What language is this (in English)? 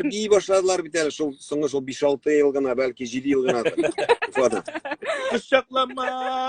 Tatar